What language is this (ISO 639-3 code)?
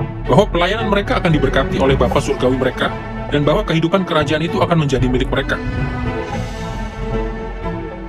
ind